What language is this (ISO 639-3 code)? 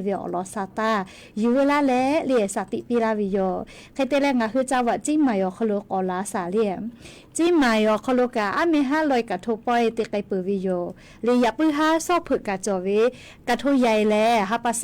lhu